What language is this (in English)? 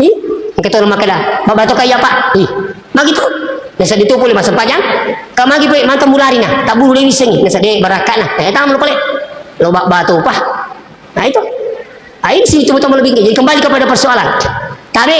Buginese